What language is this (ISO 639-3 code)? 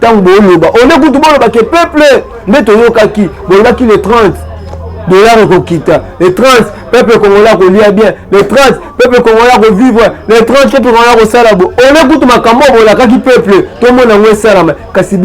lin